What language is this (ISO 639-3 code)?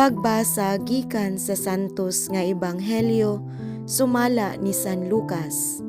ceb